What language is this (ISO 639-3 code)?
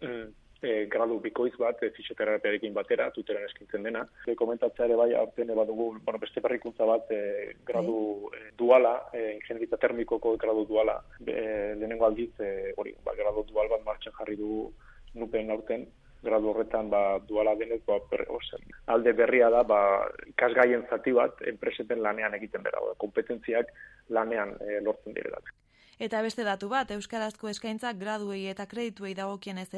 eus